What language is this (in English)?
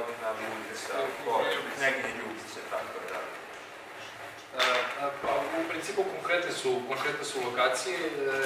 Serbian